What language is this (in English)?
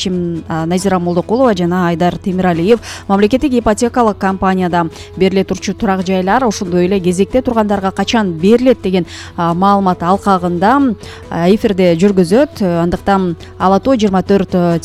Kyrgyz